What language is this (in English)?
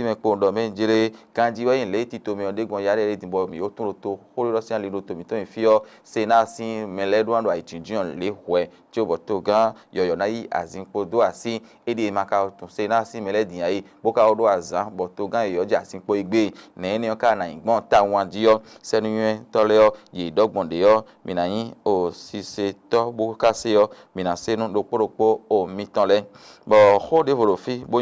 Fon